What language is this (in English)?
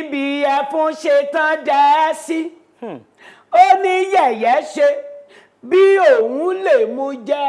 Yoruba